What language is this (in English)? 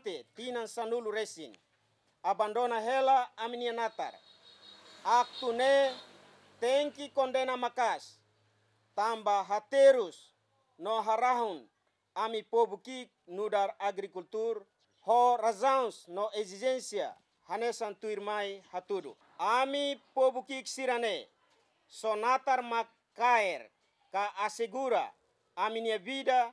Tetum